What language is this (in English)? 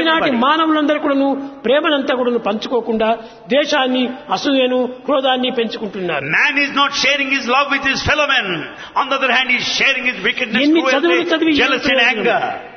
Telugu